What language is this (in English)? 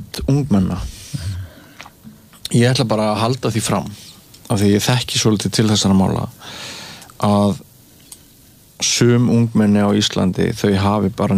Icelandic